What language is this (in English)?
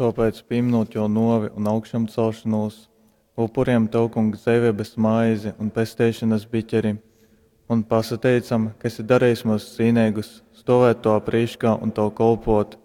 Latgalian